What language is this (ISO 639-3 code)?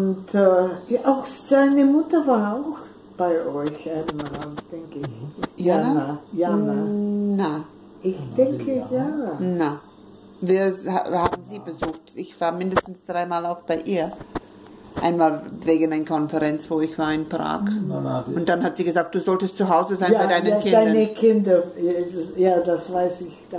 deu